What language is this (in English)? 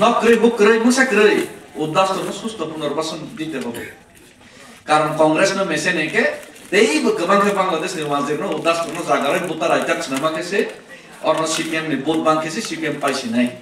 Kok Borok